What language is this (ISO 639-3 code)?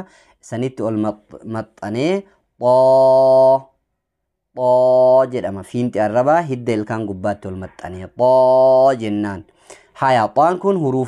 orm